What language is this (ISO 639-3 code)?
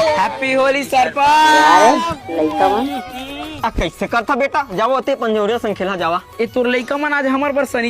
hne